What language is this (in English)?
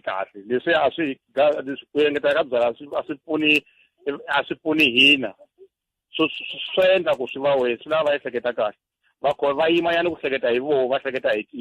Tsonga